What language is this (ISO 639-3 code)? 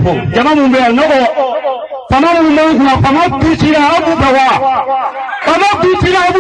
bam